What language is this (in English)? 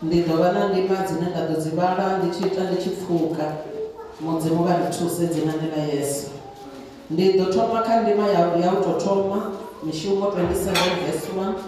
Venda